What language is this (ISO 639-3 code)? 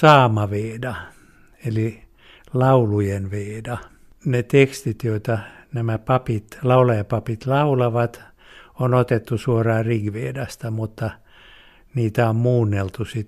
fin